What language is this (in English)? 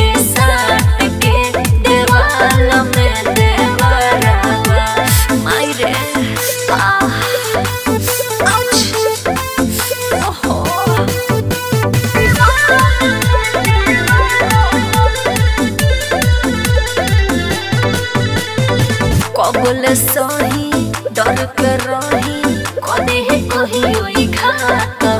Bhojpuri